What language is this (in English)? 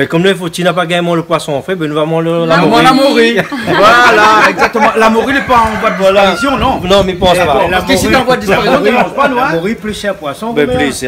Réunion Creole French